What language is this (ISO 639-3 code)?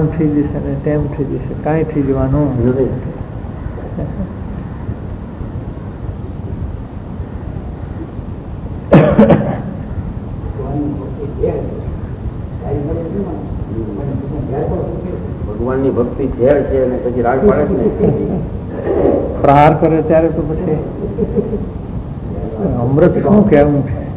guj